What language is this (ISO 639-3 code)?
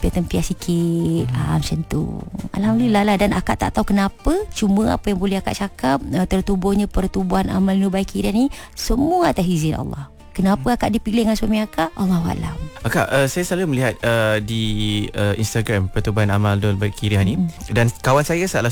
msa